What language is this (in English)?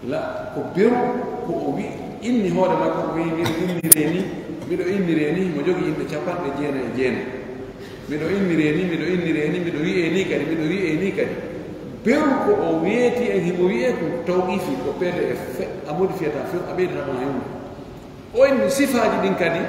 Pular